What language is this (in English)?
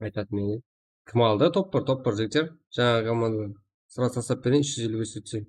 Kara-Kalpak